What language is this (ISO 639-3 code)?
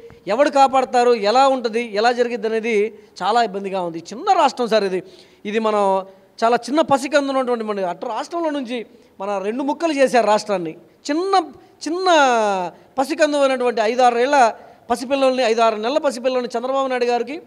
tel